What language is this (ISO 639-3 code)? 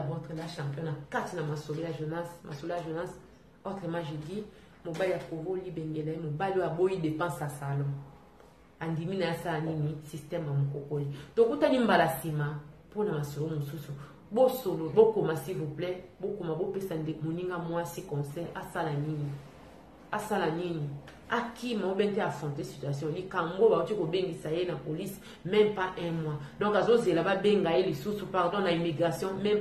lin